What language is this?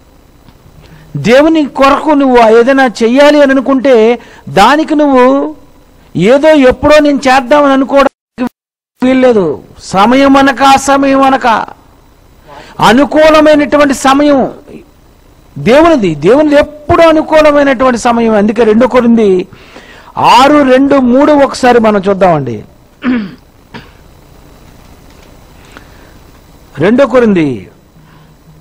Telugu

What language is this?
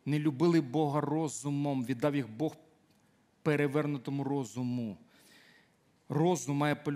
Ukrainian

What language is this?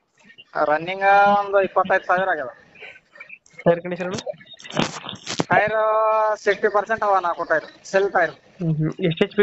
Kannada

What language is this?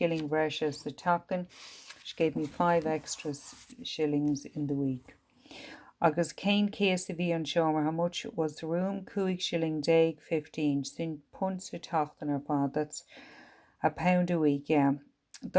Irish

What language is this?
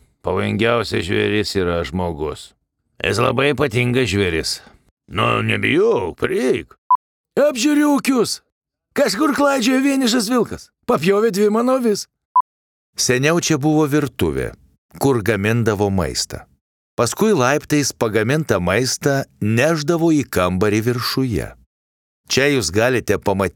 Lithuanian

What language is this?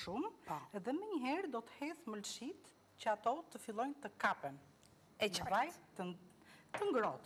Albanian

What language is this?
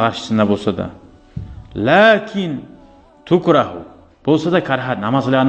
Kumyk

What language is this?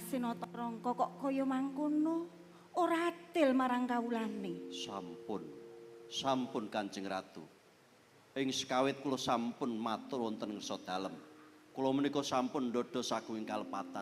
Javanese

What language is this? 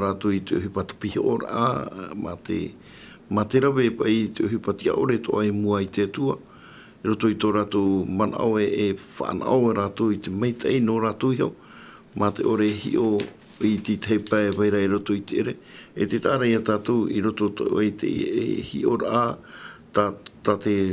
Tahitian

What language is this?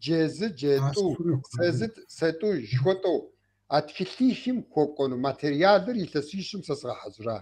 Kabardian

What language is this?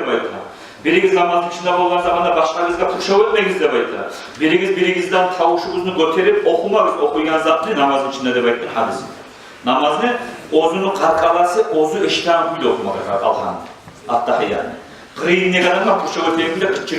Kumyk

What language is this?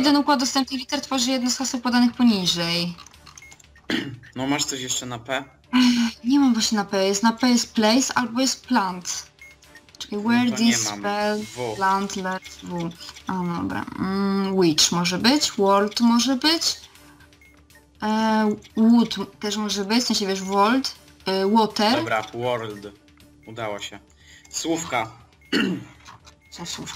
Polish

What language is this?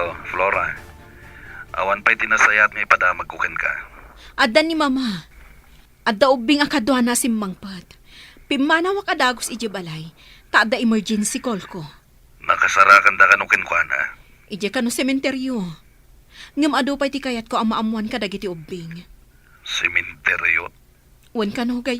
Iloko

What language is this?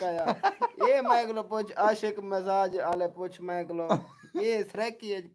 Saraiki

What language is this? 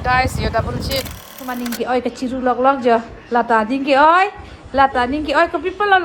Karbi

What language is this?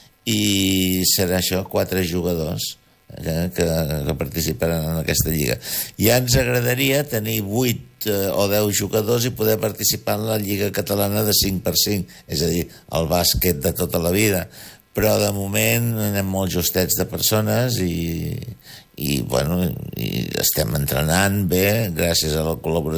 Catalan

